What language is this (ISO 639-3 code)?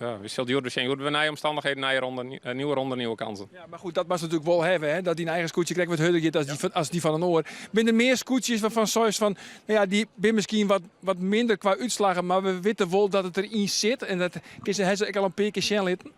fry